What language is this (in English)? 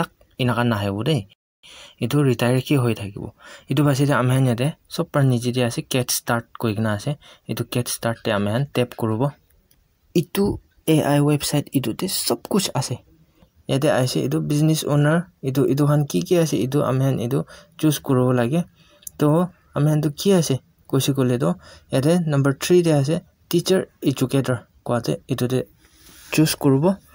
Naga Pidgin